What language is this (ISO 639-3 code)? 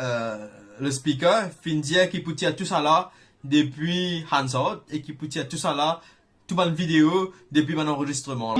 mfe